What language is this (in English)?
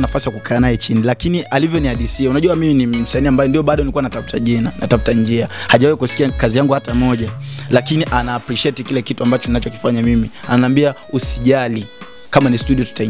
Swahili